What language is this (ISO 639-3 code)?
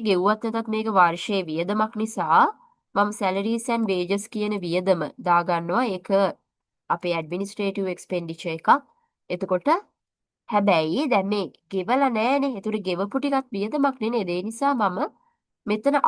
sin